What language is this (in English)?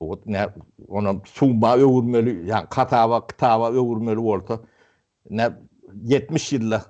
Turkmen